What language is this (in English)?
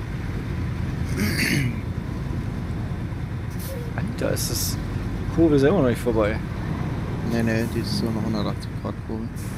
German